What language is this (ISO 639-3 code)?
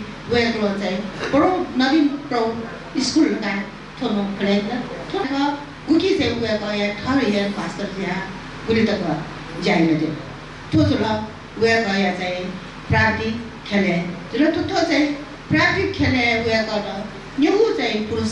new